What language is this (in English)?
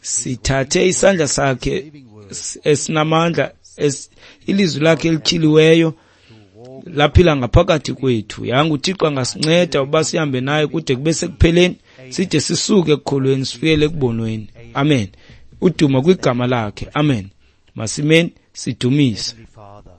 Xhosa